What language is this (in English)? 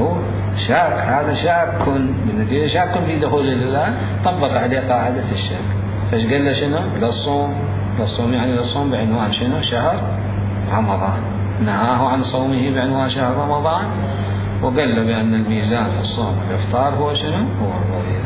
Mesopotamian Arabic